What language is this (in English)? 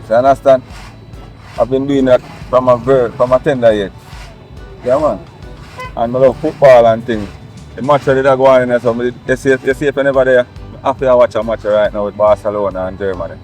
Jamaican Creole English